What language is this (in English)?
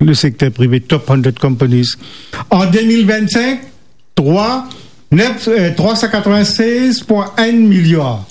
Morisyen